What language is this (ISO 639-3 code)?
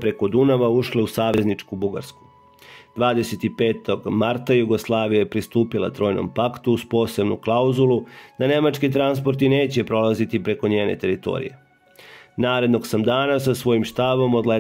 srp